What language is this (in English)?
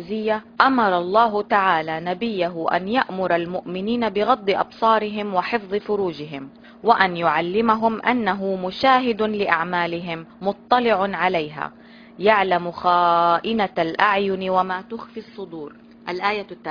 Arabic